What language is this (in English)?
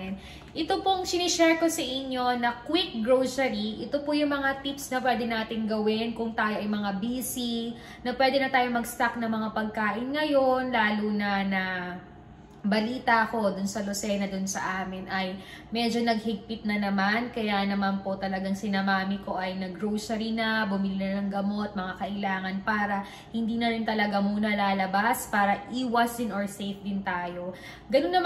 Filipino